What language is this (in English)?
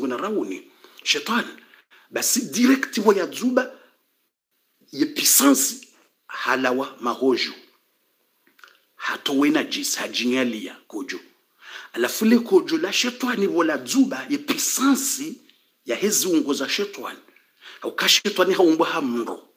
Swahili